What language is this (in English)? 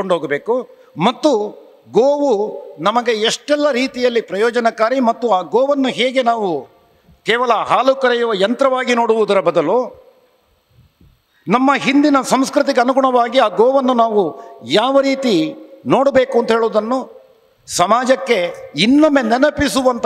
Kannada